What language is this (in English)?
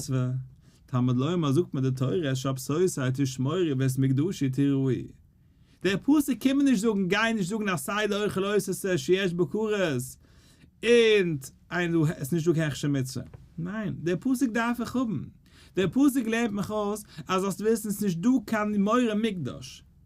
Yiddish